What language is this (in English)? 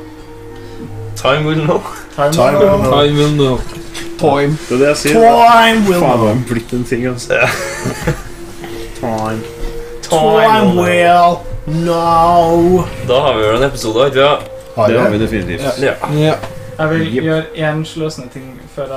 Norwegian